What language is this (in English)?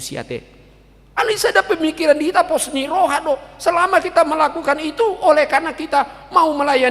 Batak Toba